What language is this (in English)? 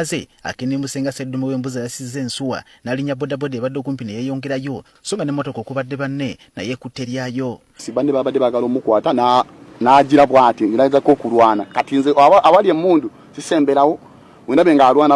Ganda